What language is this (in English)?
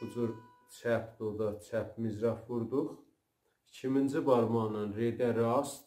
South Azerbaijani